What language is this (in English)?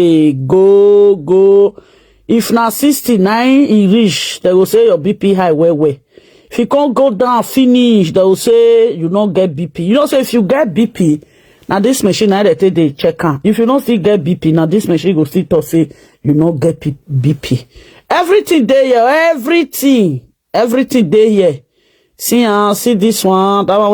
Nigerian Pidgin